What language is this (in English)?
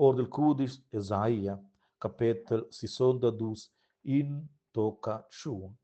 Romansh